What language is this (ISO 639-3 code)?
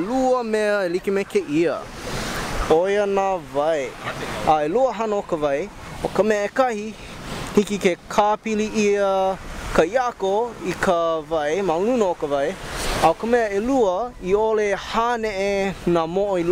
haw